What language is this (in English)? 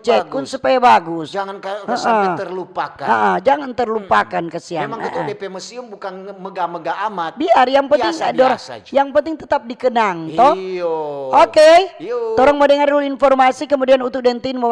Manado Malay